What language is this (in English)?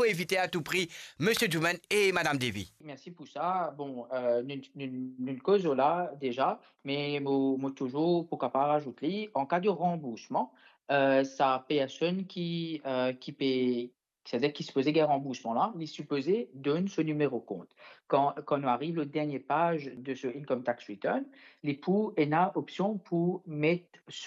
Morisyen